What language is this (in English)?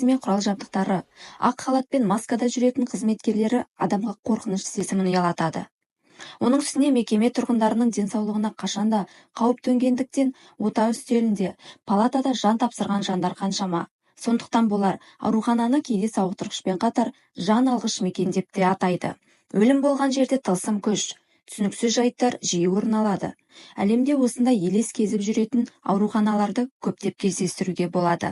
Kazakh